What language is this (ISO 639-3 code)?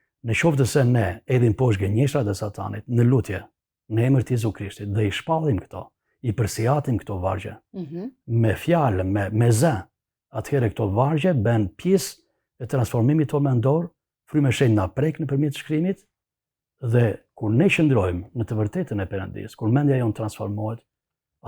sqi